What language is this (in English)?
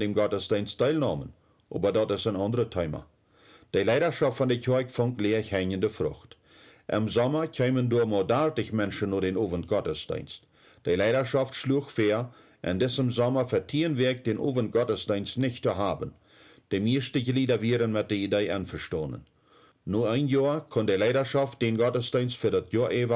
Plautdietsch